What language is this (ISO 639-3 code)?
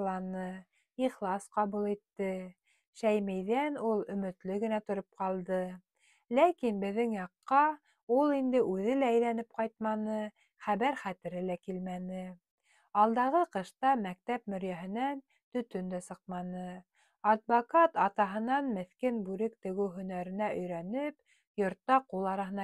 bak